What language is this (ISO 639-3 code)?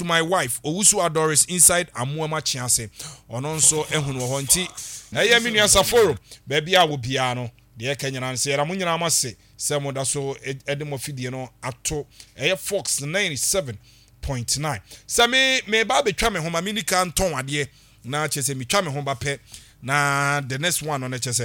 aka